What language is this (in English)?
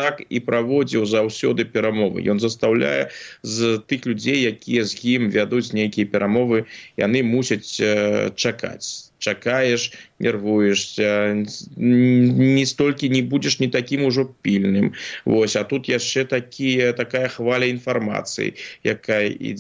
Belarusian